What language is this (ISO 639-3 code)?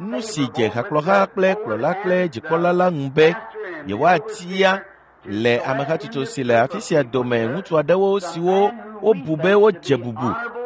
ewe